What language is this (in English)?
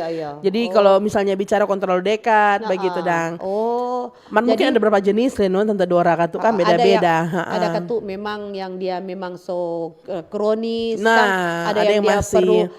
Manado Malay